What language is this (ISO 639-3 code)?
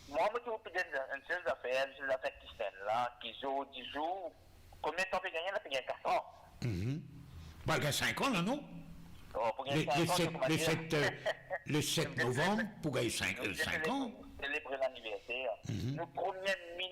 mfe